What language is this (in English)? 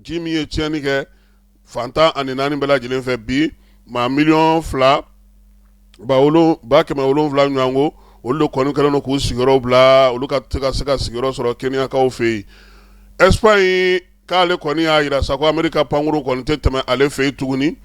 Bambara